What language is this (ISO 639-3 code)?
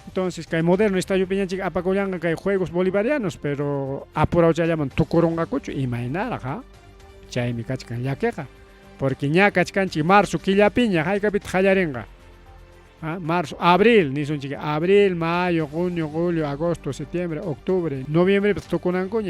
quy